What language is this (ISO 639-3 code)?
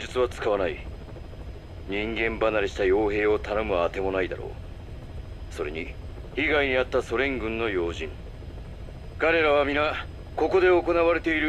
jpn